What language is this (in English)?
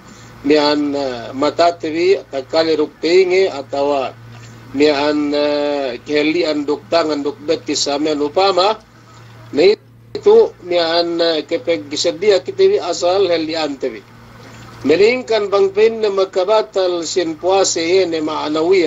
Yakan